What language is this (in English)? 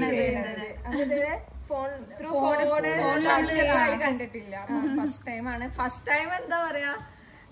Malayalam